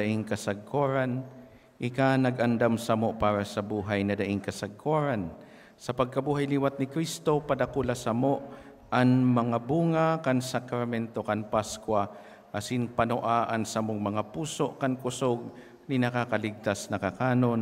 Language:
Bikol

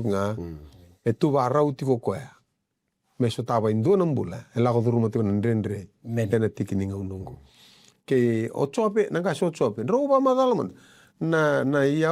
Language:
Fijian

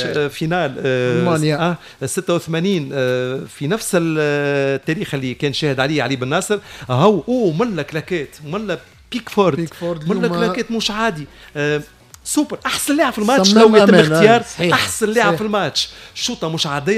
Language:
Tunisian Arabic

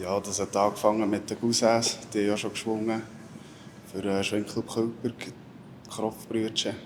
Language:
Swiss German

